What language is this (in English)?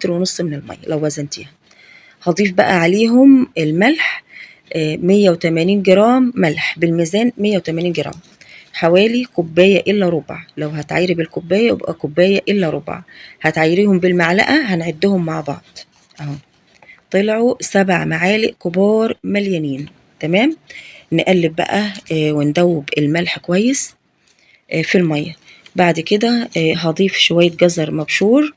Egyptian Arabic